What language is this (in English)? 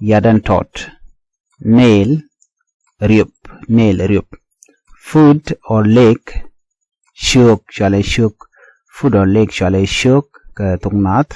Nuer